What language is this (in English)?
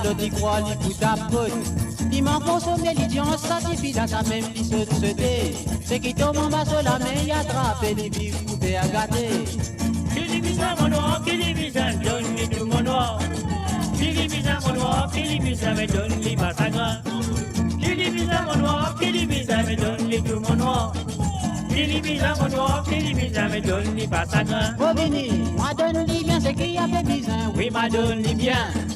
Morisyen